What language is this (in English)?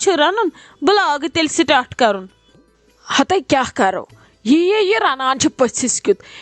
Kashmiri